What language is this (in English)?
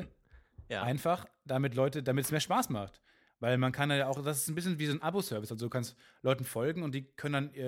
German